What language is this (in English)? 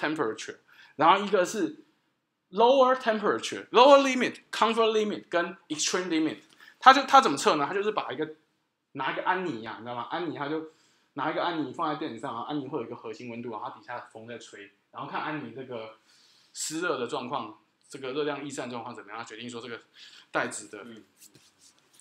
Chinese